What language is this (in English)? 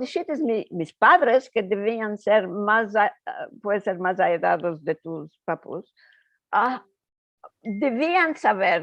Ladino